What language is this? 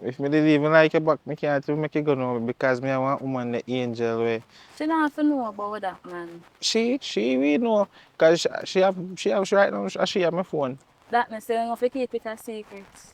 Jamaican Creole English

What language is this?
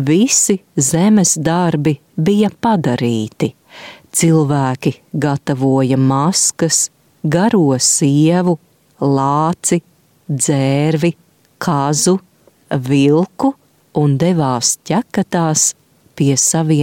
Latvian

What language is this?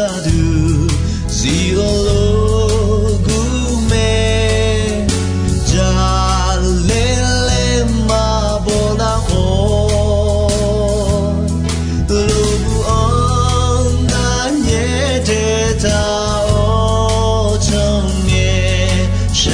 Akha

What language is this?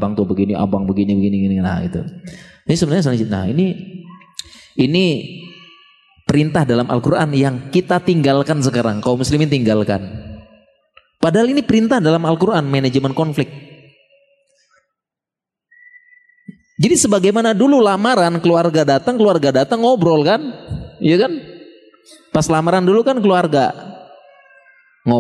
Indonesian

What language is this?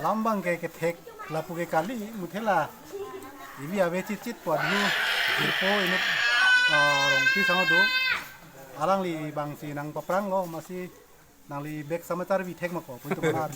Karbi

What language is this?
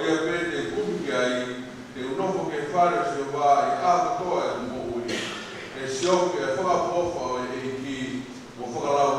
Tongan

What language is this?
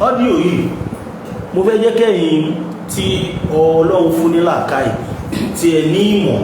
Yoruba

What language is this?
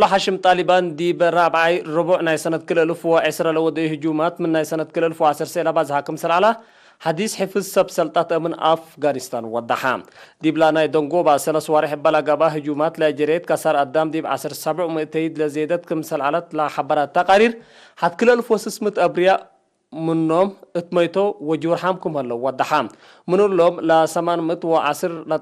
Tigre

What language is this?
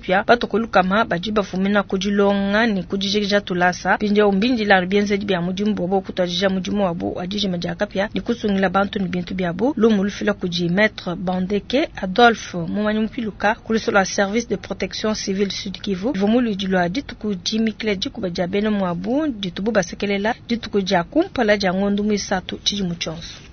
Luba-Lulua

